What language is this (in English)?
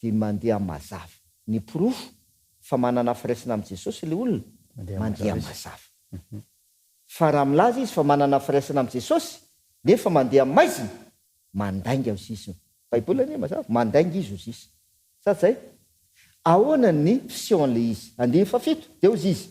Malagasy